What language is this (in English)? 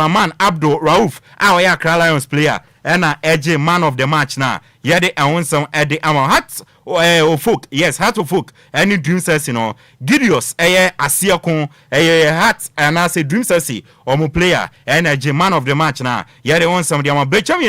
Akan